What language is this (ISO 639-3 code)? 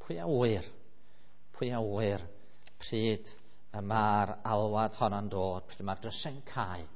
cym